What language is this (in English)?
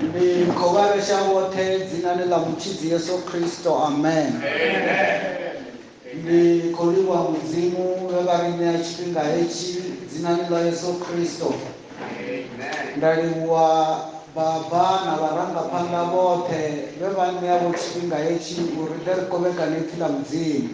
Venda